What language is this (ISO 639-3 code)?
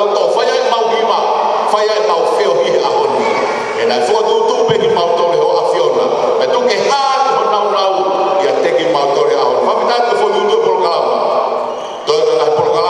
ton